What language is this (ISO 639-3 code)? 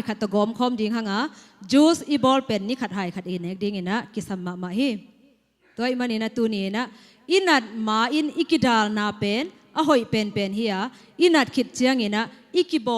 ctd